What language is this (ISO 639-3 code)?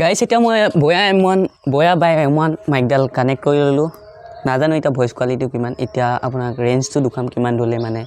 asm